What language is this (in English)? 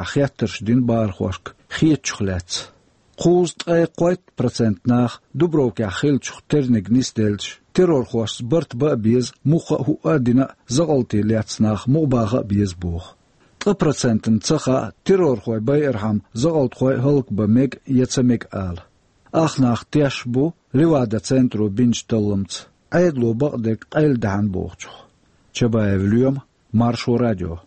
Chechen